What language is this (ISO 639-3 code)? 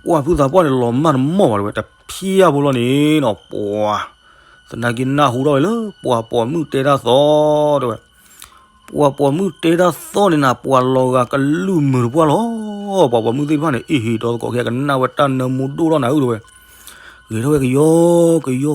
ksw